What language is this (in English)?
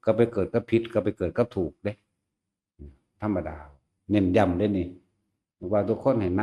Northeastern Thai